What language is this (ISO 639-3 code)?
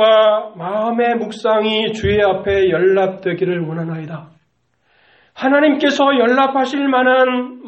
kor